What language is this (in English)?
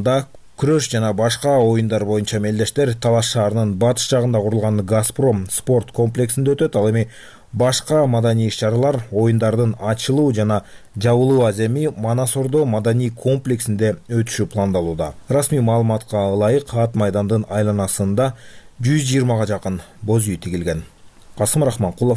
Kyrgyz